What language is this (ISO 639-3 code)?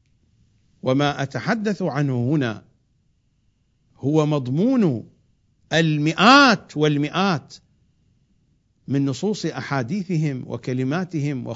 ara